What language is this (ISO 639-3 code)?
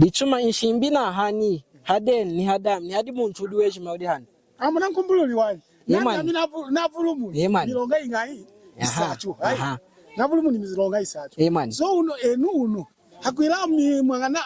lun